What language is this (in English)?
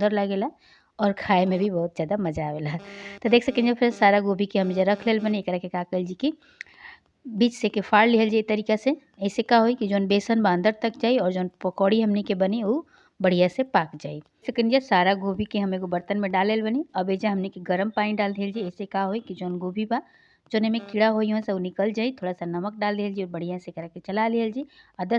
Bhojpuri